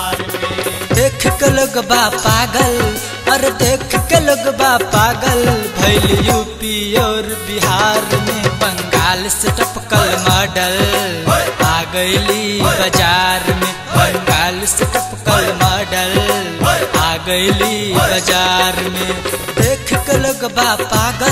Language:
Bhojpuri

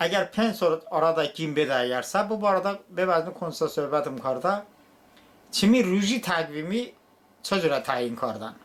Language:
Talysh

